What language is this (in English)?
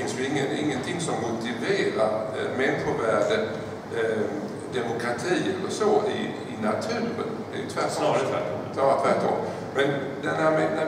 Swedish